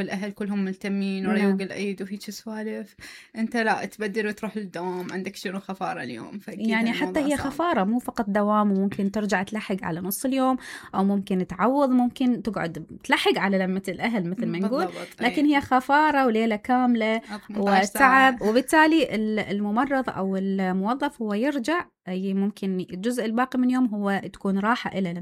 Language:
Mesopotamian Arabic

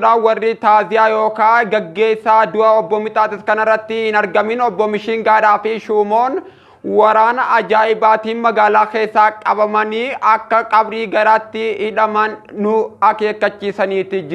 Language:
Oromo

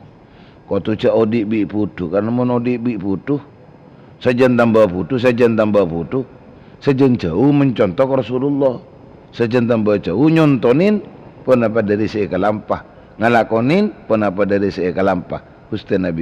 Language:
Madurese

